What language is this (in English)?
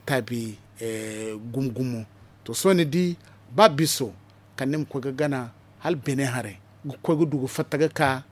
Zarma